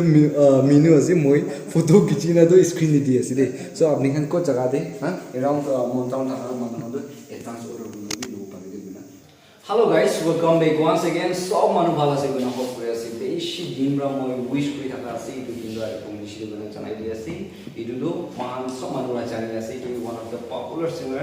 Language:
Naga Pidgin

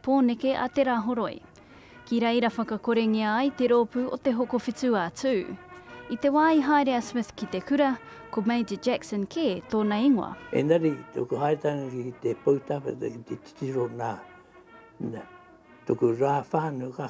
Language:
Māori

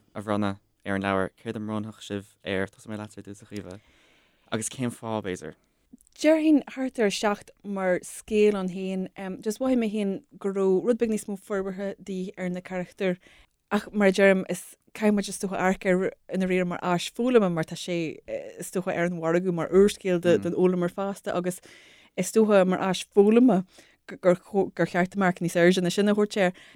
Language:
Irish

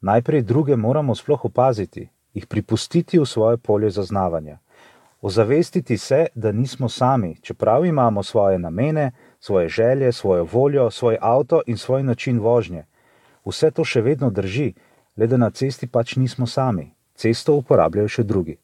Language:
Slovenian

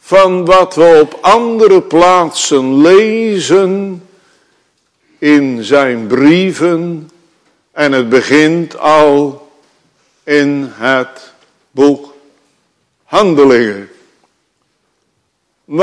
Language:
Dutch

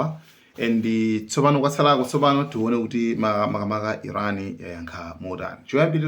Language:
Nyanja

